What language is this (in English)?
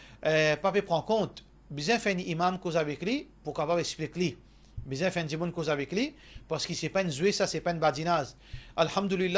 Morisyen